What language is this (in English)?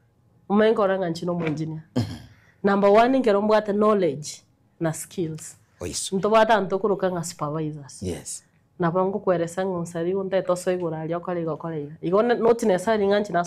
Gusii